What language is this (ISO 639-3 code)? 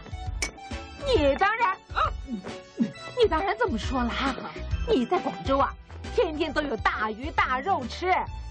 zho